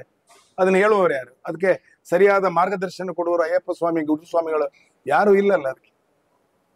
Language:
Kannada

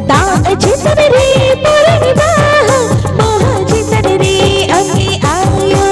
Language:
Santali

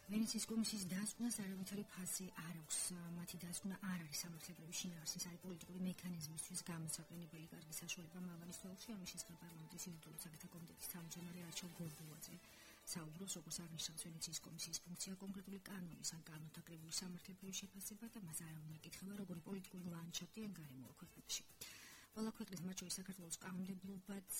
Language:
Georgian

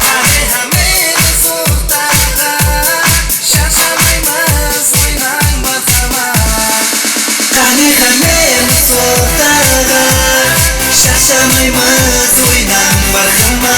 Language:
Kara-Kalpak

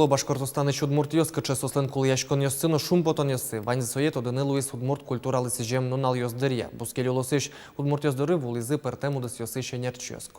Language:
Udmurt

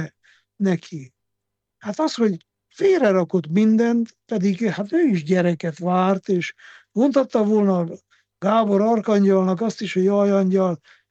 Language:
Hungarian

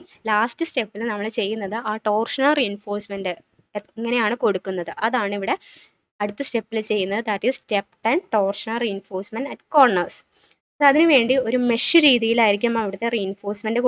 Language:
Malayalam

